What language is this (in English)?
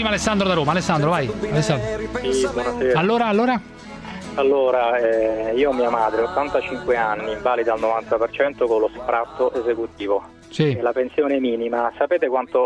Italian